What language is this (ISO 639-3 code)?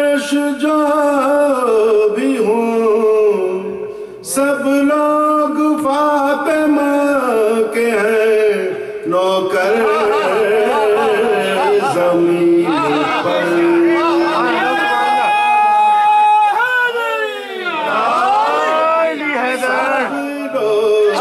urd